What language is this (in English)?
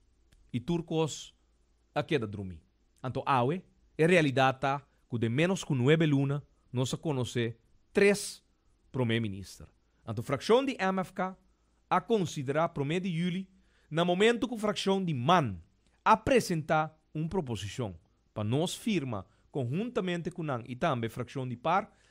Papiamento